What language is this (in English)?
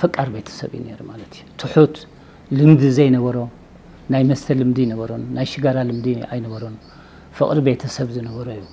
Tigrinya